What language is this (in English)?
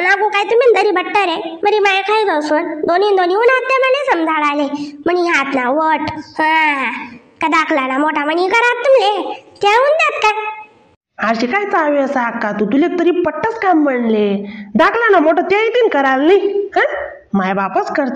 Khandesi